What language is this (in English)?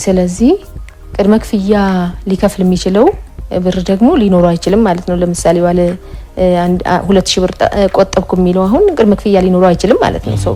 Amharic